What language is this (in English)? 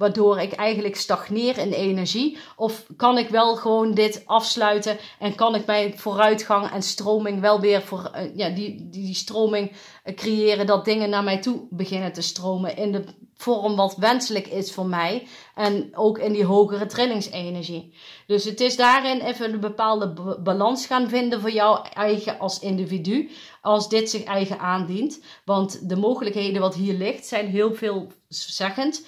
Dutch